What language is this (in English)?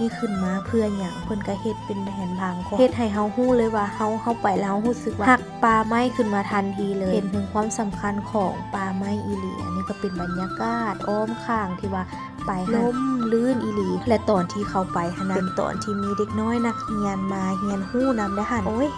Lao